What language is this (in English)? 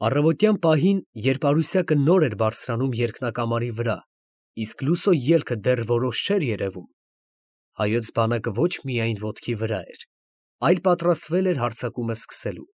Armenian